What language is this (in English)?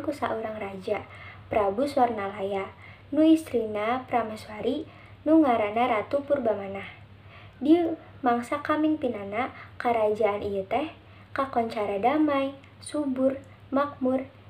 Sundanese